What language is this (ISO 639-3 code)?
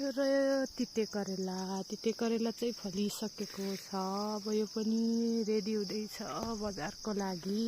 nep